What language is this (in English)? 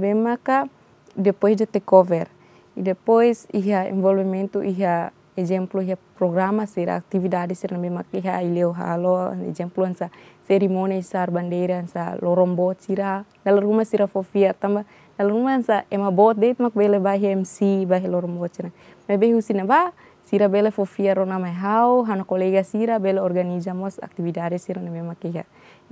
Tetum